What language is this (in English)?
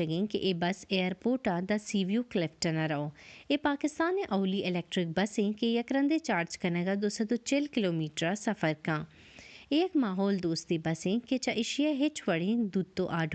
Baluchi